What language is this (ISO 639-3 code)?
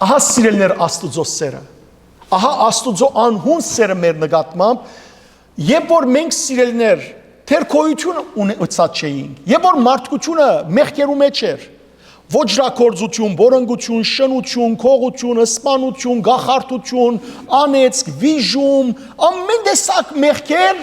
hyw